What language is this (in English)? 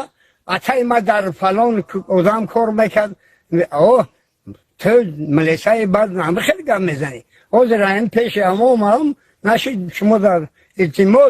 Tajik